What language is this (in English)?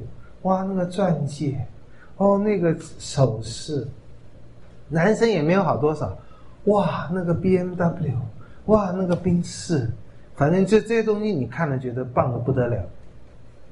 Chinese